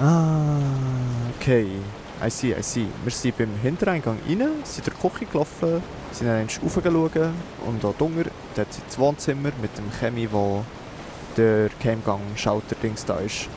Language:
Swiss German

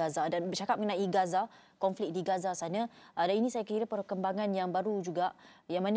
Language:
Malay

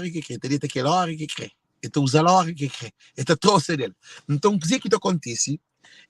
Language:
Kabuverdianu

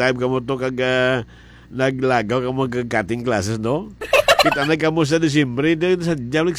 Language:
Hiligaynon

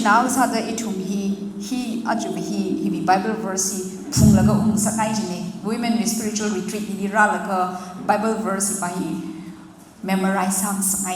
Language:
Tangkhul Naga (India)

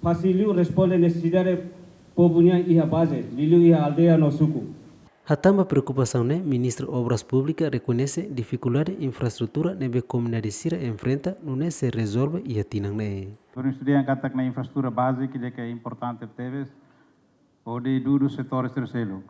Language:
Tetum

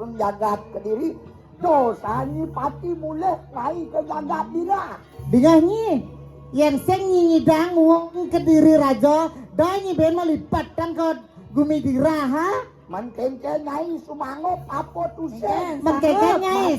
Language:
Balinese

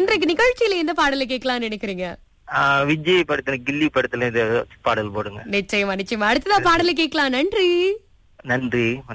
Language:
Tamil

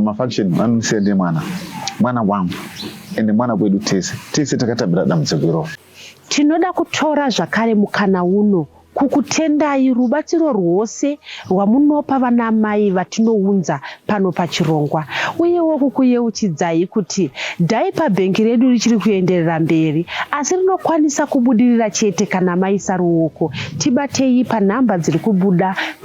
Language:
Shona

